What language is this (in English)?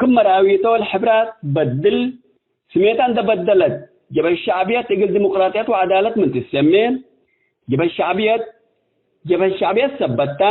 Tigre